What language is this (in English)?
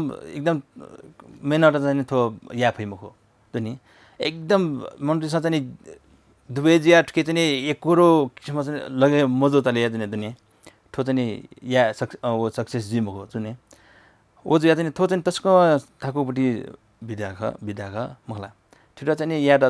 Newari